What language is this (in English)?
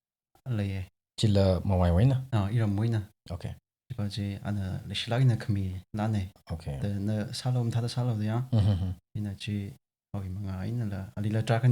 Tangkhul Naga (India)